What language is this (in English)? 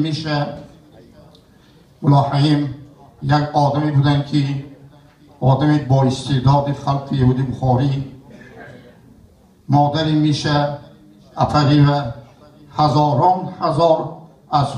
Persian